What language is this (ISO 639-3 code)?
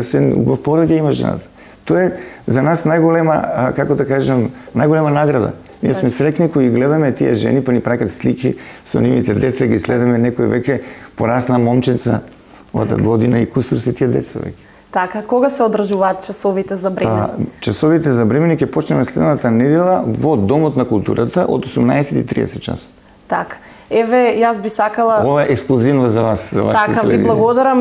mkd